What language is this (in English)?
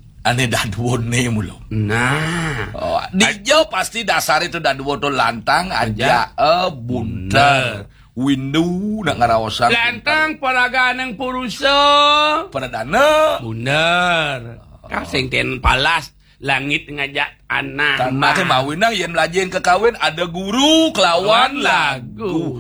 Balinese